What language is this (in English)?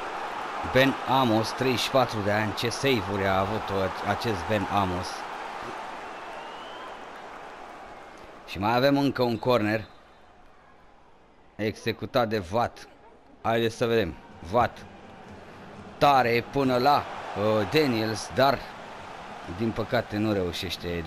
Romanian